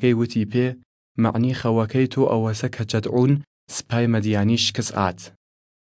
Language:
Southern Kurdish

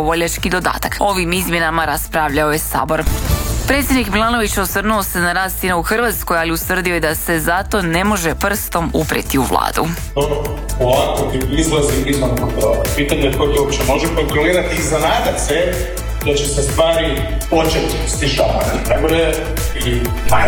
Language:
Croatian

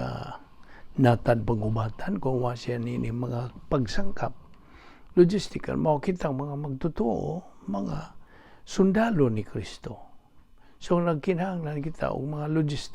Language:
Cebuano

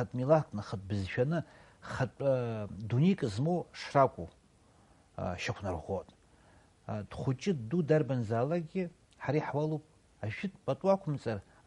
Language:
Abkhazian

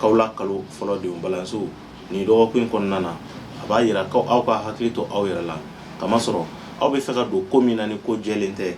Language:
Bambara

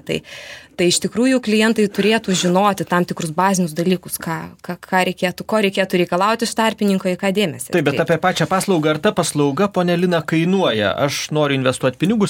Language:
Lithuanian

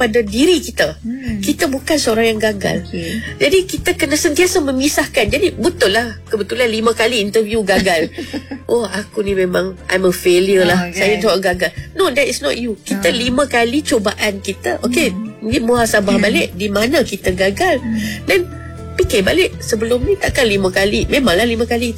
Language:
Malay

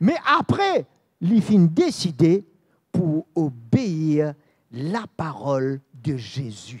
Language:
Morisyen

